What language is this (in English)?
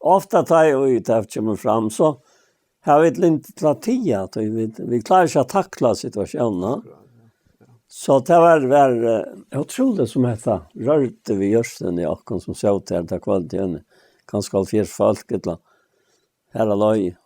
Faroese